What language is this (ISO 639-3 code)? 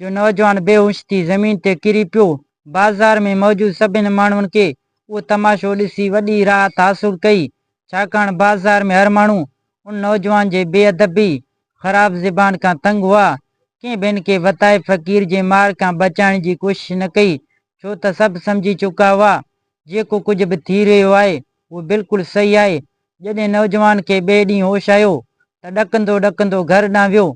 snd